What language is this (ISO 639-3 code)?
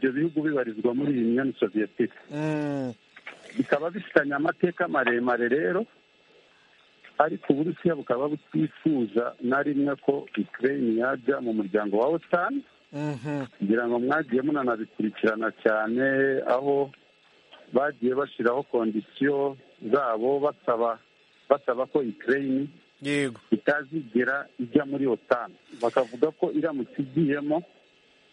kin